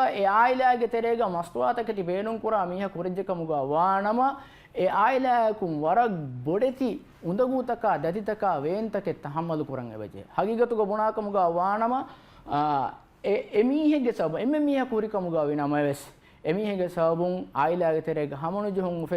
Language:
Divehi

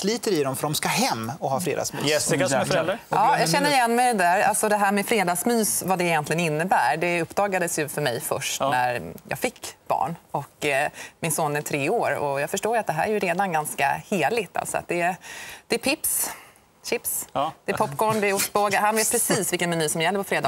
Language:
Swedish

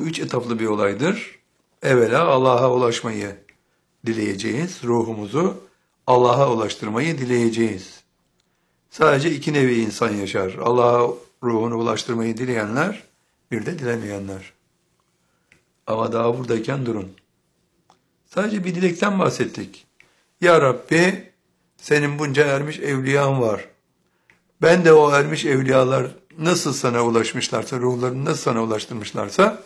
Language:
Turkish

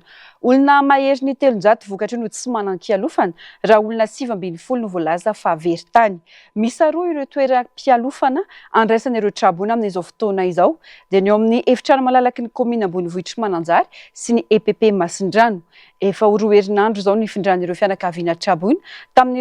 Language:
Malagasy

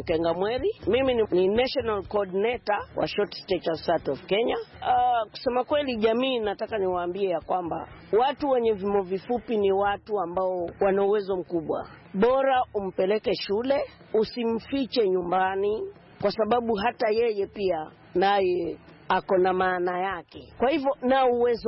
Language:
Swahili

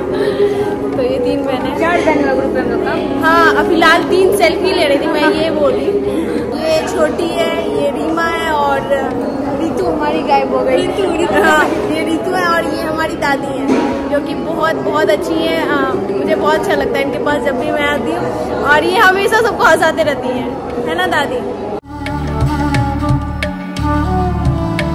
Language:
Hindi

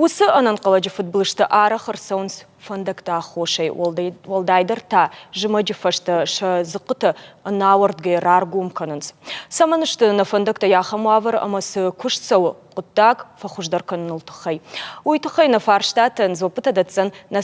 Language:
Ossetic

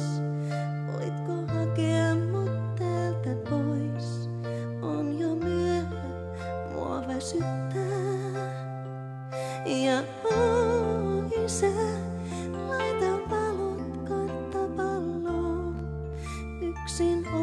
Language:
Finnish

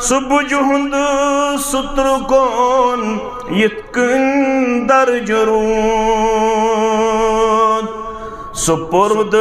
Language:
Kashmiri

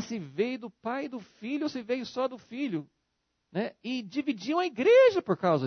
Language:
Portuguese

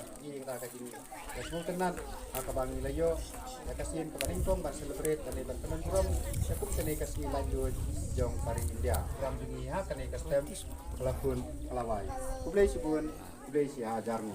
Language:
Khasi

